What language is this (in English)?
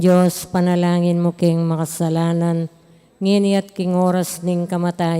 Pampanga